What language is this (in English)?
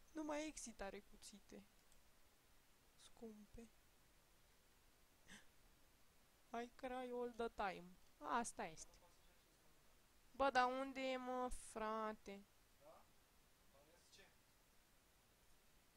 Romanian